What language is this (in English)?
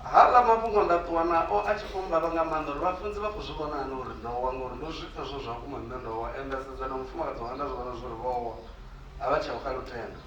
Venda